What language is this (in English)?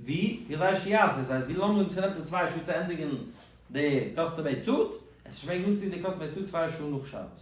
Yiddish